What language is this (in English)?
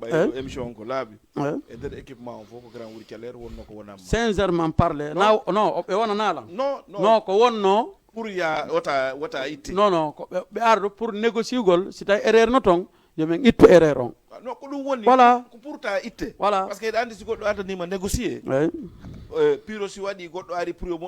Fula